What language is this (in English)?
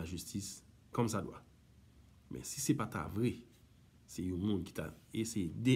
Haitian Creole